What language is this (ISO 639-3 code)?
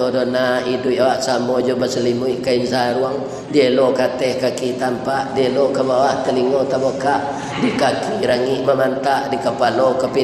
min